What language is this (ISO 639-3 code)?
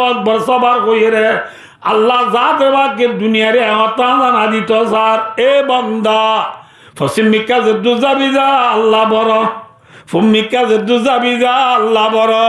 rhg